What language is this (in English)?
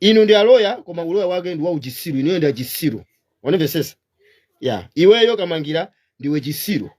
Nyanja